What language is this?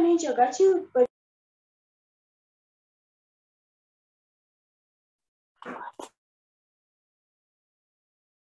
Marathi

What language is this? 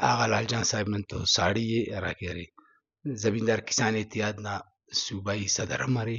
Brahui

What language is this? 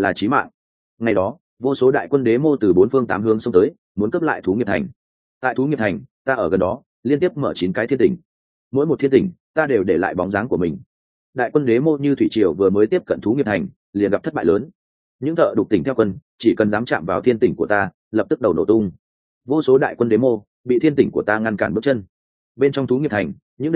Vietnamese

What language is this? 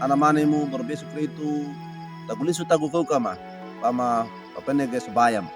Wejewa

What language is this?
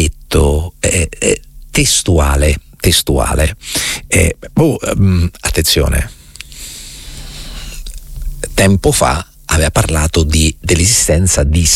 Italian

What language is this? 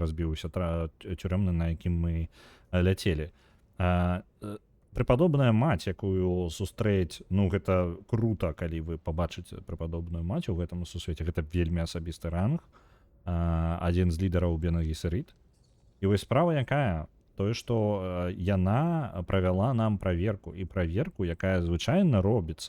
Belarusian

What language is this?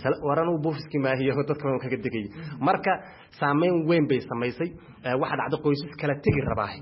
Somali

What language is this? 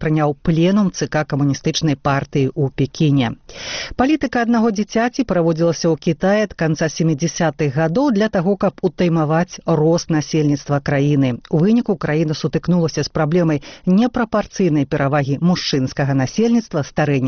Belarusian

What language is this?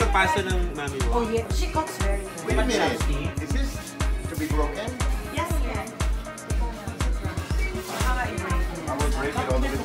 Filipino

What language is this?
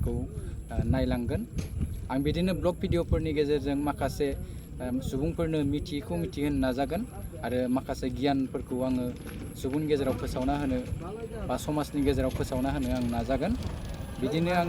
Bodo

